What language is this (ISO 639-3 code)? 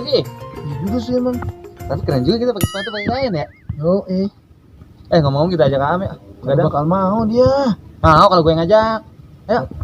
bew